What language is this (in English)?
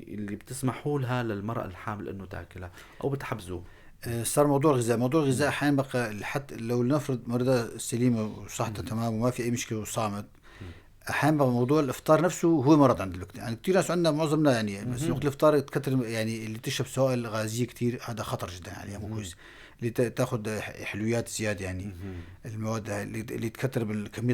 North Levantine Arabic